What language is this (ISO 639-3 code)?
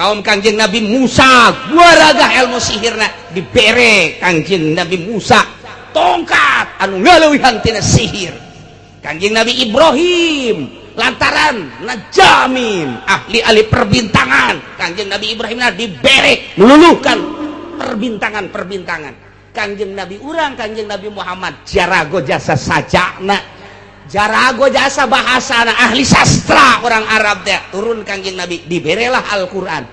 sun